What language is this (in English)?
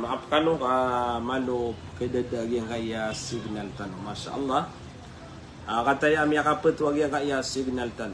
Maranao